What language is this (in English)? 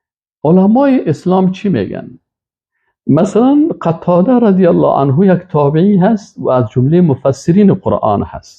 Persian